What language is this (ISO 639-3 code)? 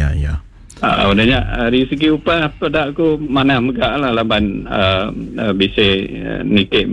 iba